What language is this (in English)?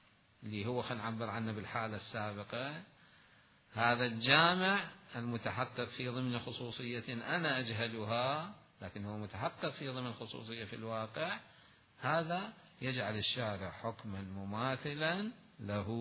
Mesopotamian Arabic